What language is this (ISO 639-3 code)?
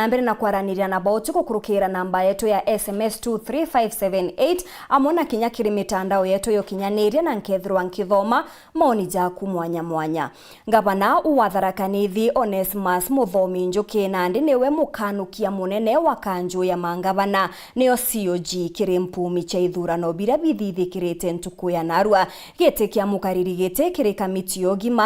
mer